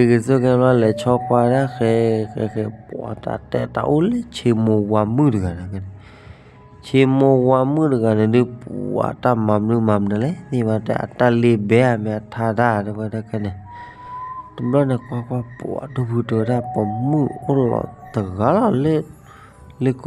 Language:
S'gaw Karen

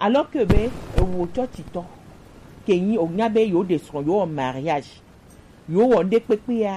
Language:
Gen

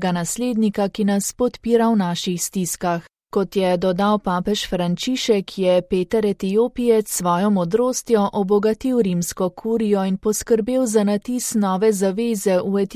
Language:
Slovenian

